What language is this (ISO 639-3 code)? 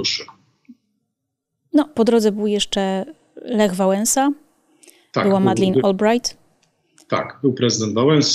pol